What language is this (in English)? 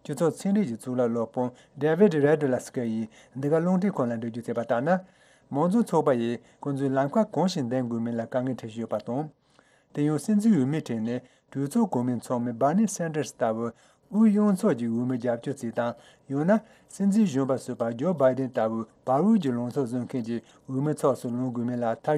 Tibetan